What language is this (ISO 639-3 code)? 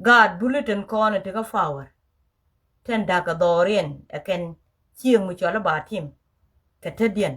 nus